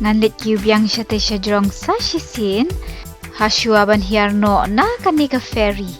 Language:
Khasi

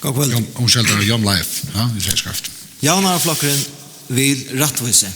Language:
Faroese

